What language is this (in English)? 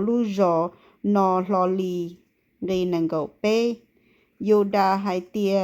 Hmong